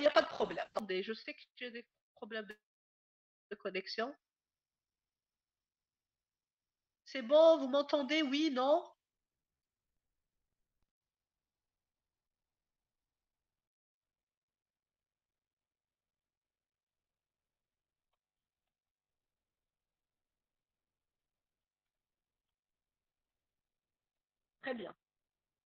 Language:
French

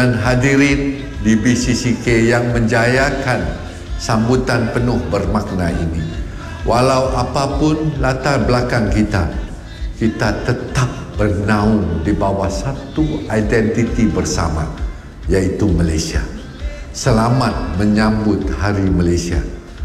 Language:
Malay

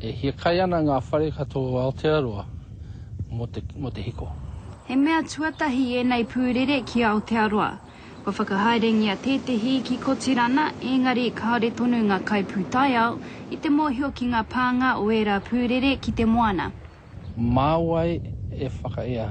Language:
Māori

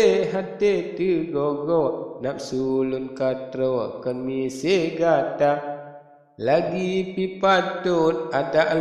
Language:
Achinese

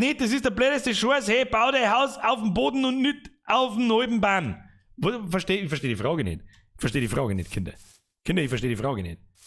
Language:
Bavarian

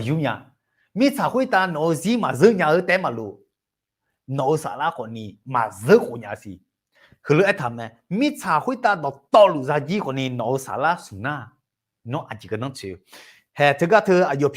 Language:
Akha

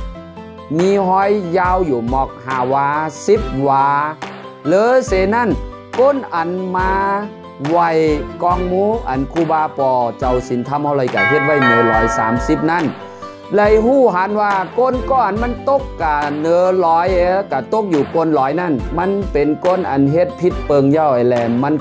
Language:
Shan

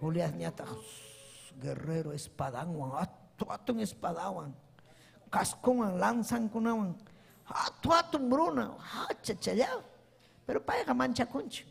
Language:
Ayacucho Quechua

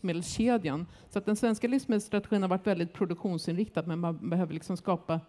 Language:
Swedish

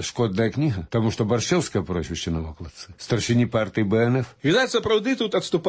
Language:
Belarusian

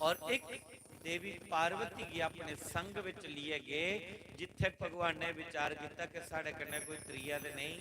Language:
Dogri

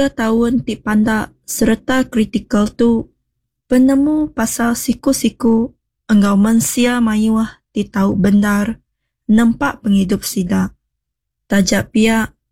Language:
Iban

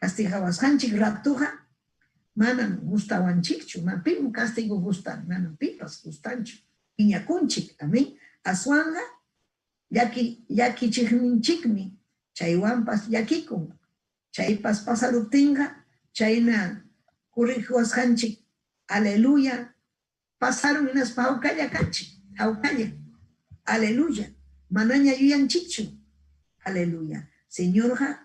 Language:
Ayacucho Quechua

